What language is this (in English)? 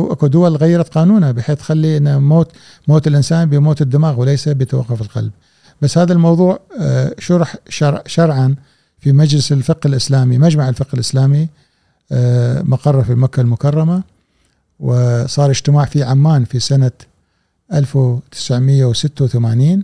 Gulf Arabic